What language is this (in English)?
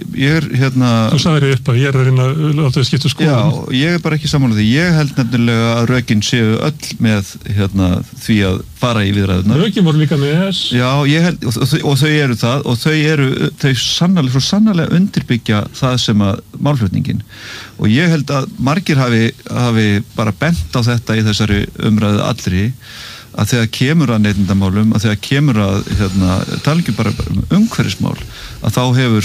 Icelandic